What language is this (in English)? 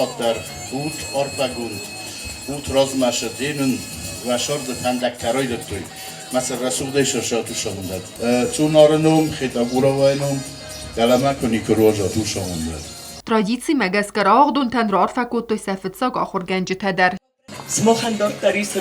Ossetic